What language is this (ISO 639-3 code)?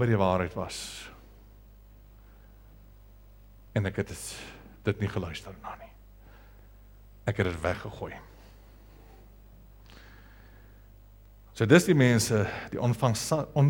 afr